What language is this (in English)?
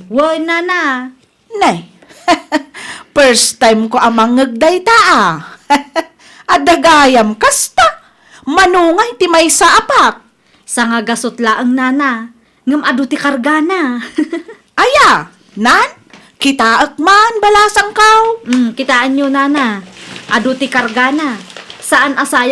Iloko